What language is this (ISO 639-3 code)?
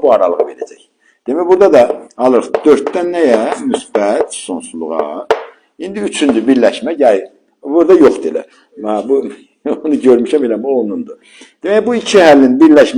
aze